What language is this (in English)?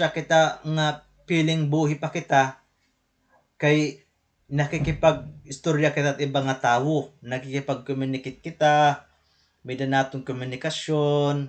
Waray